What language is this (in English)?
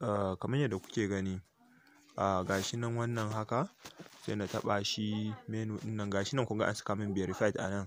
Hausa